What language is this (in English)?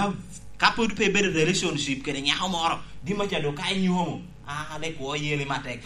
Lango (Uganda)